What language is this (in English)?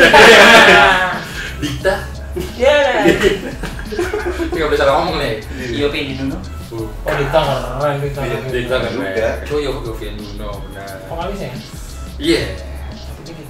Indonesian